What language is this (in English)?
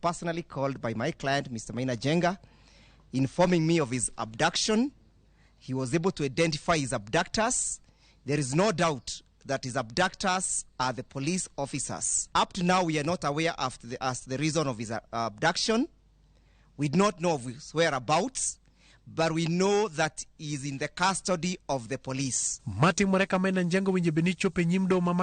Luo (Kenya and Tanzania)